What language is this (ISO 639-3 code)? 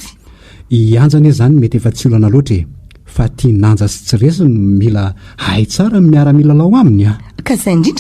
mlg